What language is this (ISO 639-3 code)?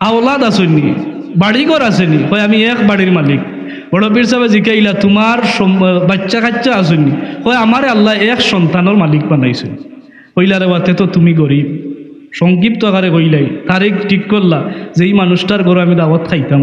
syl